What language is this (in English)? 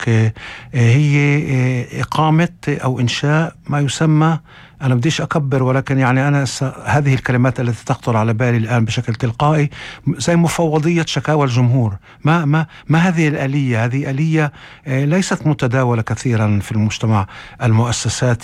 North Levantine Arabic